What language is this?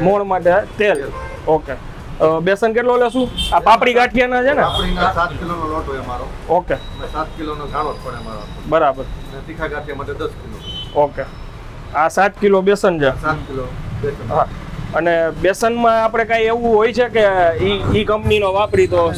Gujarati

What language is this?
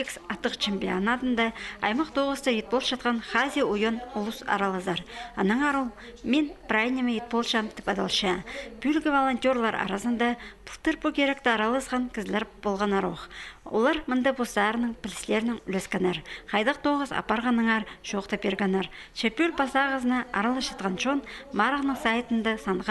Khakas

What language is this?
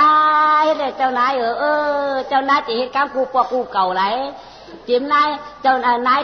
Shan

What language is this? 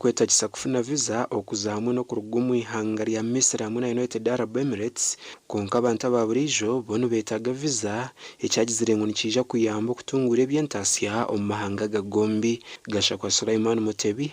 Nyankole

